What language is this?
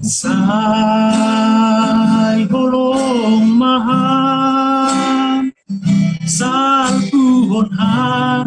Batak Simalungun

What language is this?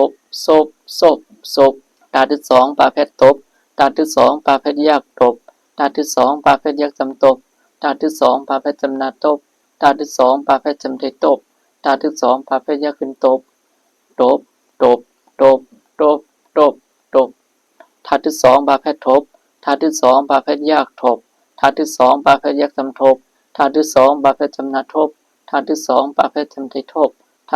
Shan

